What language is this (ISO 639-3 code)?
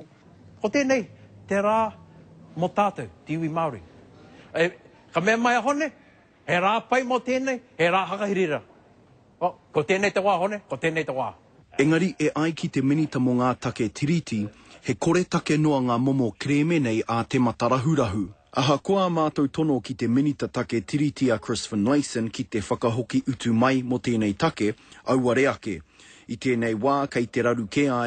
mri